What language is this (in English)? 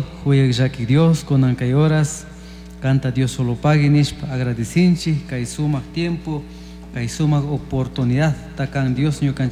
Chimborazo Highland Quichua